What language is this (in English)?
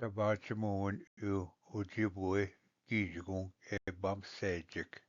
Ojibwa